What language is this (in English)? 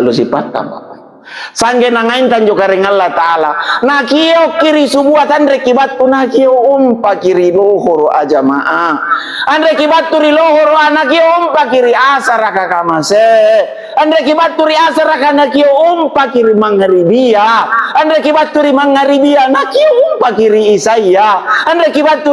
Makasar